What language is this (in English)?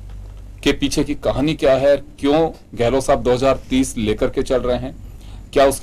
Hindi